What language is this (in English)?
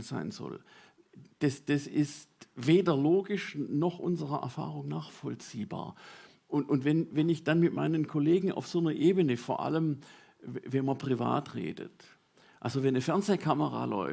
Swiss German